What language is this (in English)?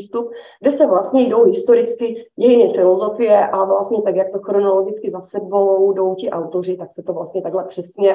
Czech